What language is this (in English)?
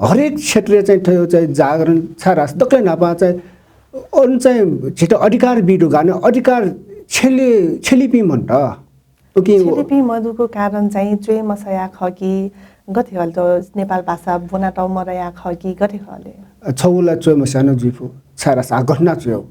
Newari